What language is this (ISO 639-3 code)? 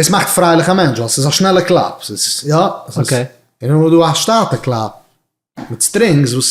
yid